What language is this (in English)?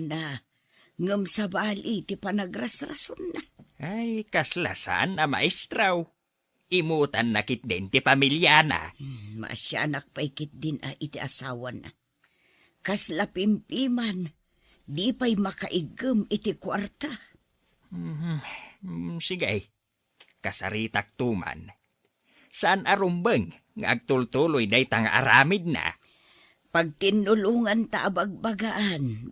Iloko